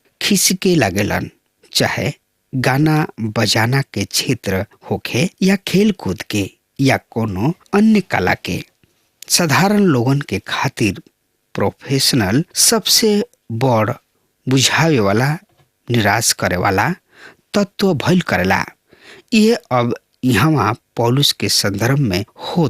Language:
Bhojpuri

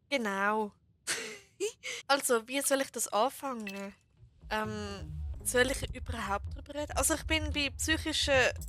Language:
Swiss German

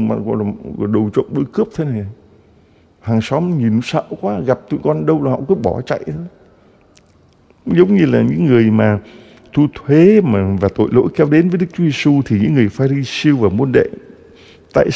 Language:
Vietnamese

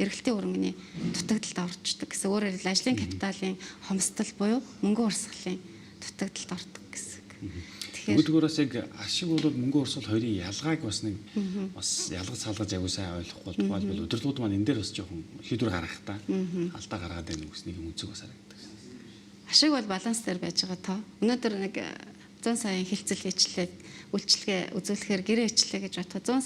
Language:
Mongolian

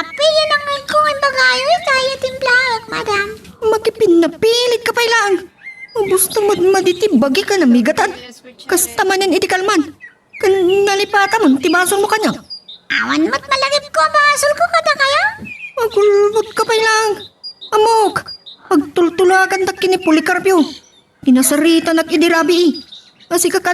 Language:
Iloko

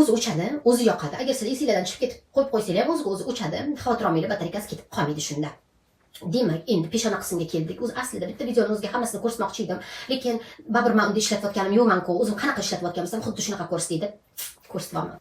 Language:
Uzbek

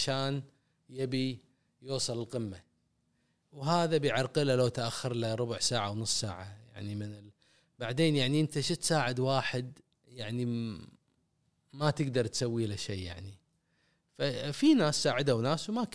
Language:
Gulf Arabic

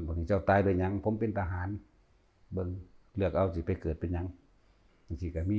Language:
Lao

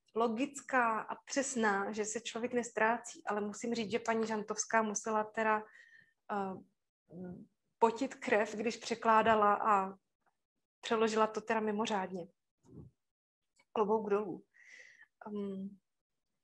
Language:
Czech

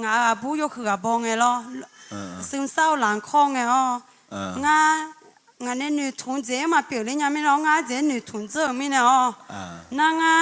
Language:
Akha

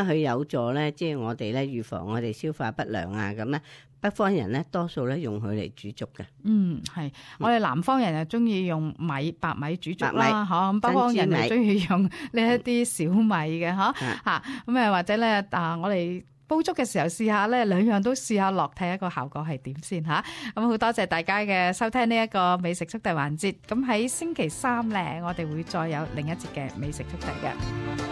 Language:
Cantonese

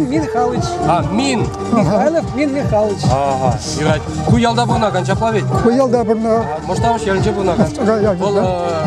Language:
Chuvash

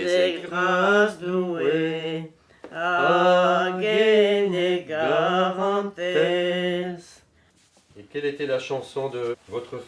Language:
Breton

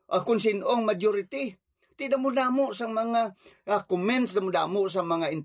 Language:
Hiligaynon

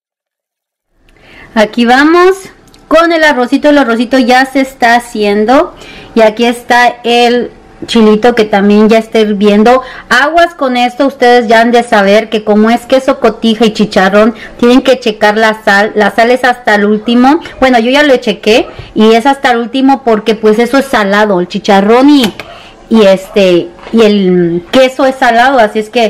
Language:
Spanish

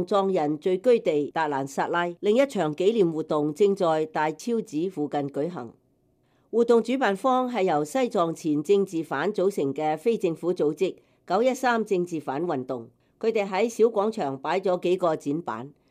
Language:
Cantonese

